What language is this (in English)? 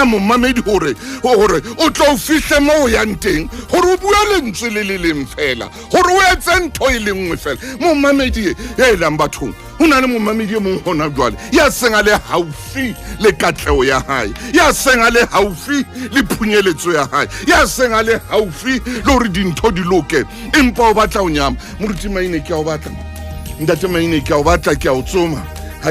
Southern Sotho